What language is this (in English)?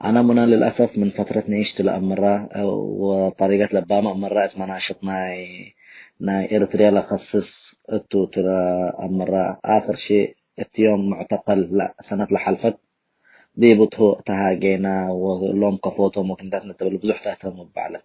Tigre